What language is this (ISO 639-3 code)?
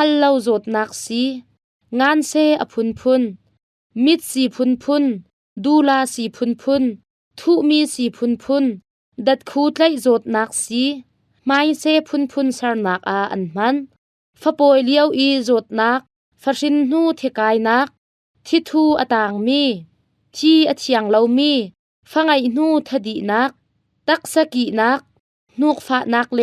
cnh